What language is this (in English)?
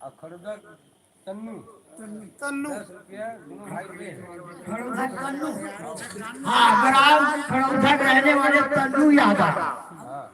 Chhattisgarhi